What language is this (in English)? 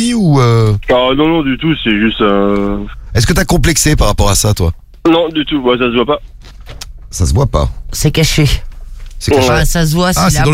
French